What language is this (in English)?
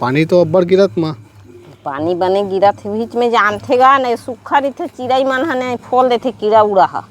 Chhattisgarhi